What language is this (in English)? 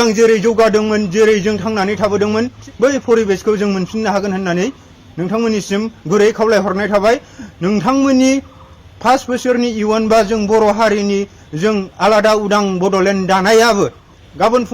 Bodo